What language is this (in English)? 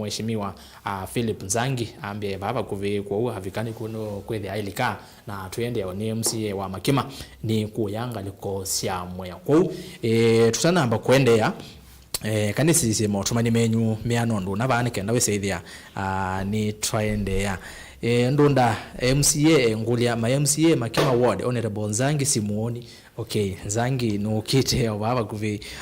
Kamba